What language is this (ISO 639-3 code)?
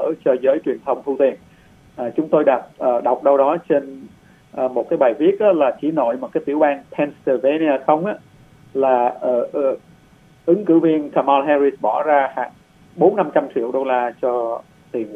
vie